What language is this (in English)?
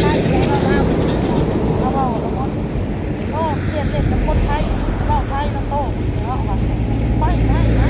Northeastern Thai